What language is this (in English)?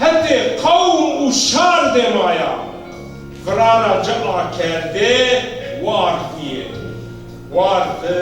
Zaza